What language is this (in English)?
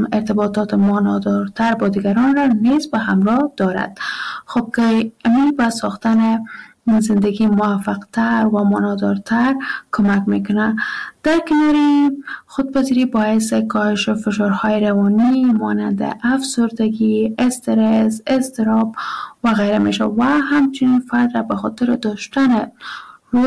Persian